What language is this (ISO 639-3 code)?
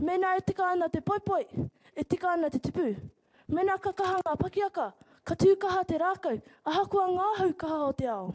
mri